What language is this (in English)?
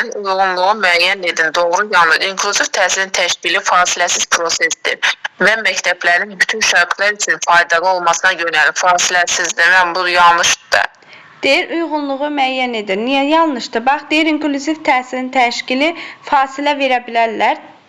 Azerbaijani